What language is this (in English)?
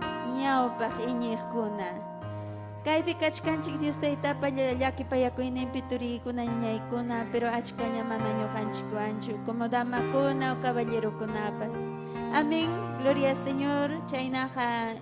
Ayacucho Quechua